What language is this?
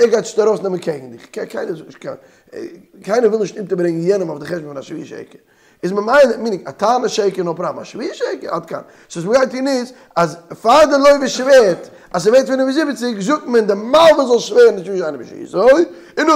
Yiddish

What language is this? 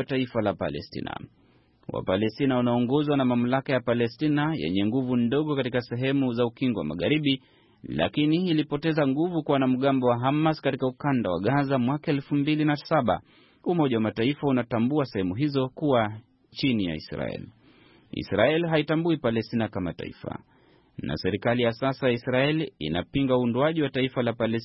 Swahili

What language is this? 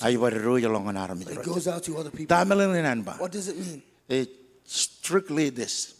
Marshallese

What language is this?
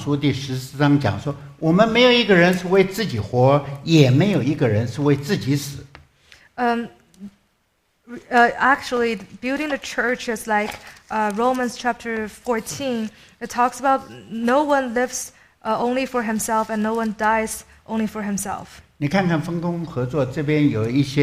Chinese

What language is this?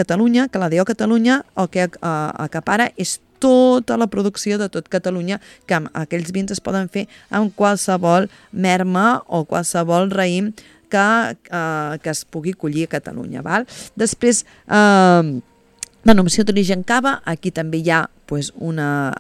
Catalan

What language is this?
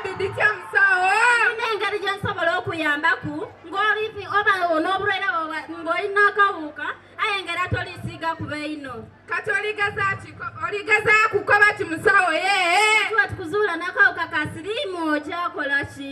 Soga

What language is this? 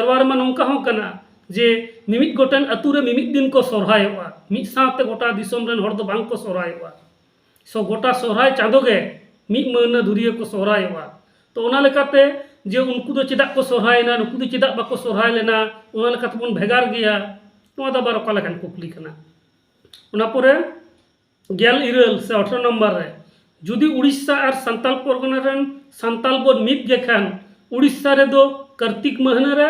Santali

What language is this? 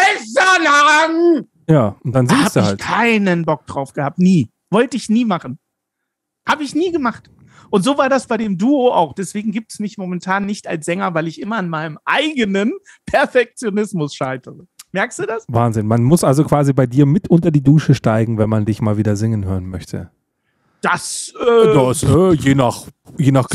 German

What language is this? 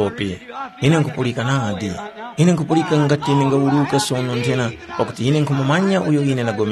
Tumbuka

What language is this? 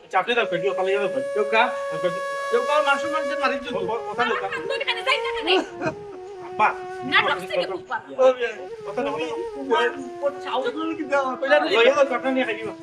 Sylheti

